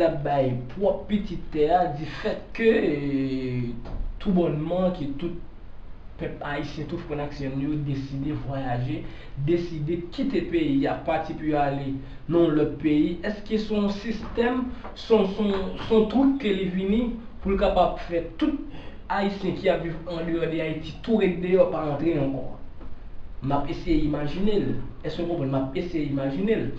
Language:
Haitian Creole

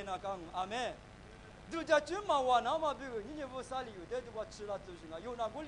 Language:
Lisu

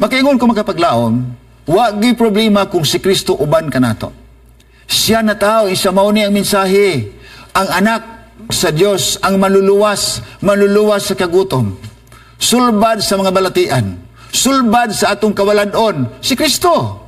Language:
Cebuano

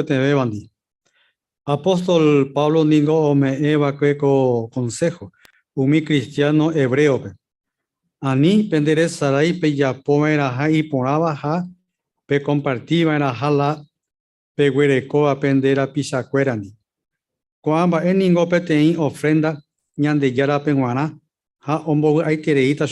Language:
Guarani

